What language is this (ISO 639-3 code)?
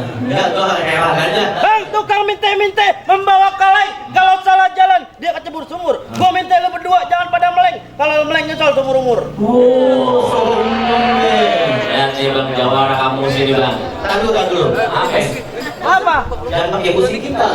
bew